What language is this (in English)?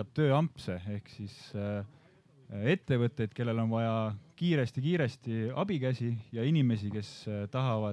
Estonian